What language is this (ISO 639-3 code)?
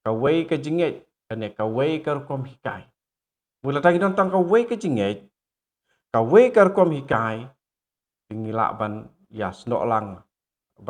kha